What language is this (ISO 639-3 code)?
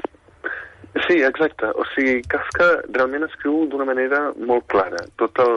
cat